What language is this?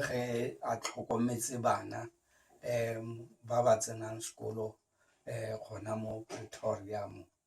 Tswana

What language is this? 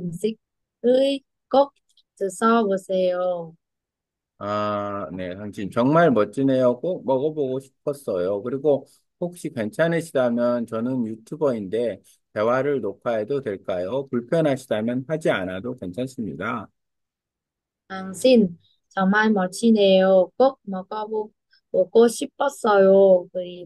Korean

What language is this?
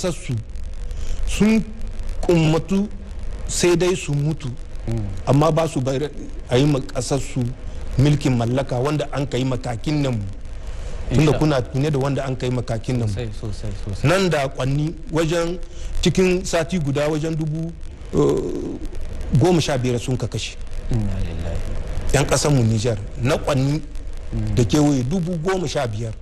Hausa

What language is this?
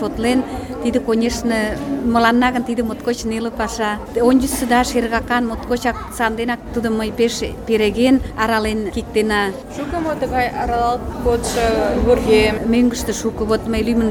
Mari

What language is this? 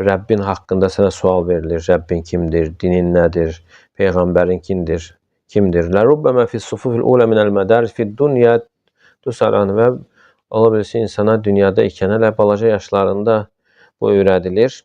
Azerbaijani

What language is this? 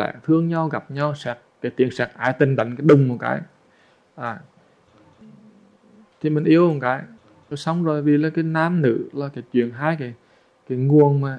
Vietnamese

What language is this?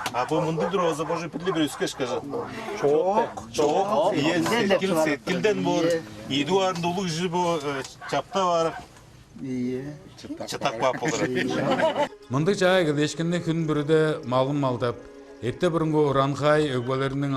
Tuvinian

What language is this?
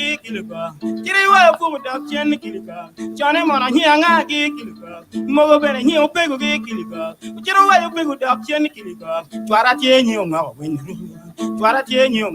Acoli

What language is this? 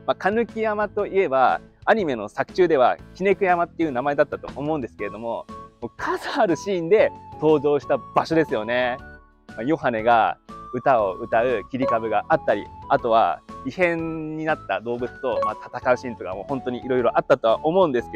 Japanese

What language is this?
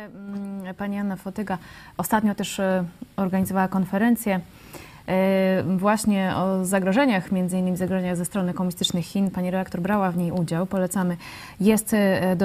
Polish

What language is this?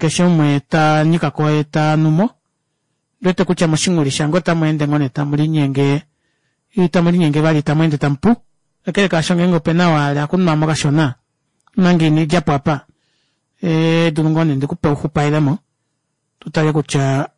Kuanyama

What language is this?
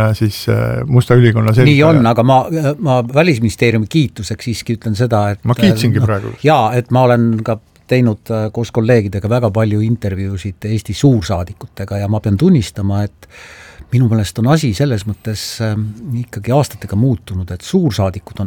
Estonian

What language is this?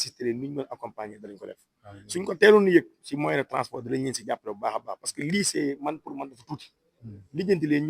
Wolof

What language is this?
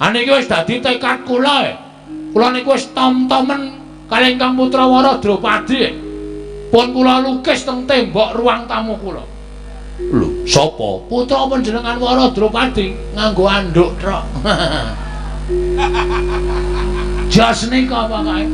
Javanese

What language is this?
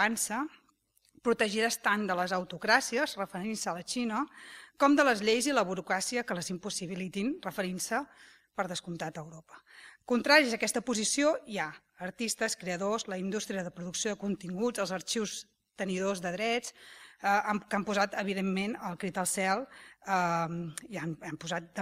Catalan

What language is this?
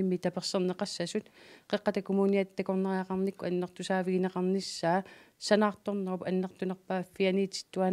Kalaallisut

